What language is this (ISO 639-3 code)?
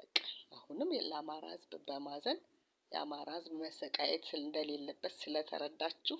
amh